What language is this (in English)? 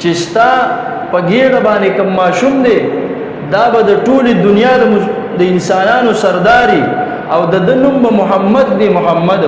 Pashto